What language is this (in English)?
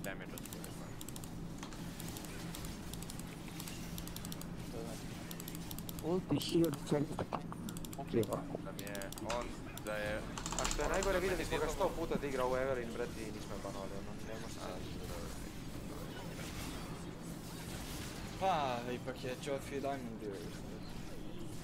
Croatian